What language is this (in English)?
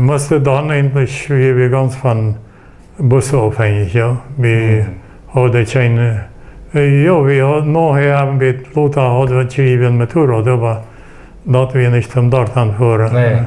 Plautdietsch